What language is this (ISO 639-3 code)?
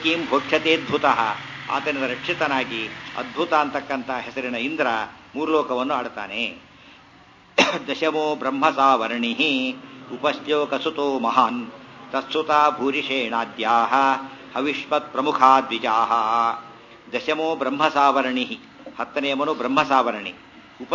kan